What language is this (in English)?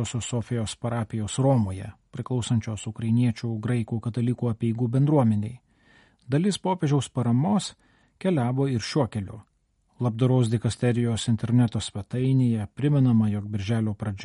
Lithuanian